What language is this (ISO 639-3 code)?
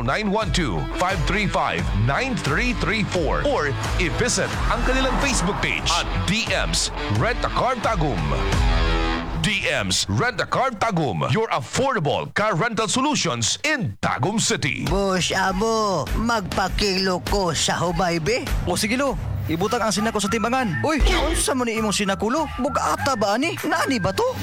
ceb